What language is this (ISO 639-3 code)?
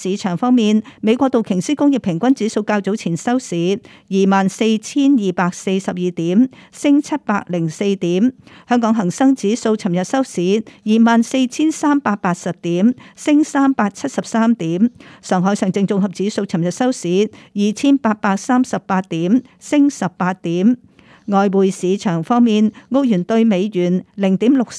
yue